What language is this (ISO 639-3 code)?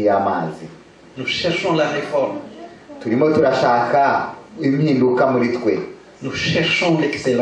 kin